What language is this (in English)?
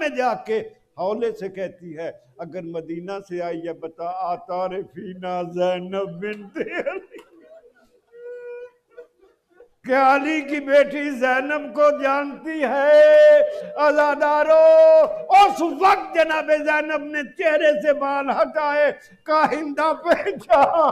Urdu